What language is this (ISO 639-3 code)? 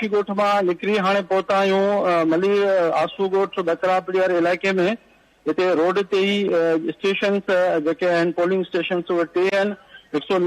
snd